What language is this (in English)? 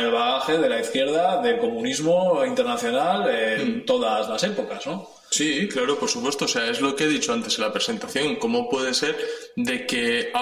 Spanish